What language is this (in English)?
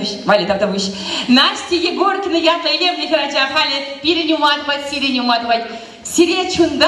Chuvash